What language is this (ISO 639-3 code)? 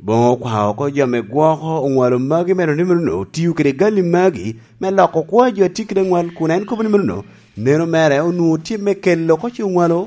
laj